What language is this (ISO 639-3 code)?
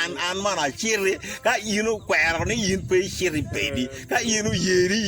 ach